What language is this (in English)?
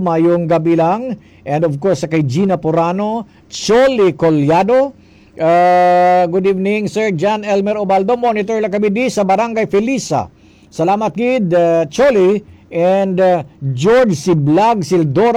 Hiligaynon